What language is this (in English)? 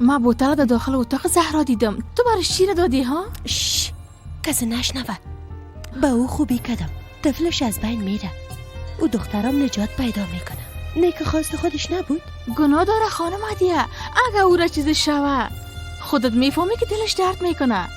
Persian